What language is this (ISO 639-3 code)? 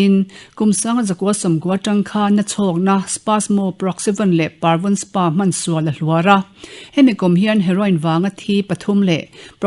lus